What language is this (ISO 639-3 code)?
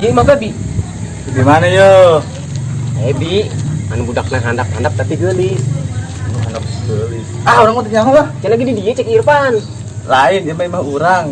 sun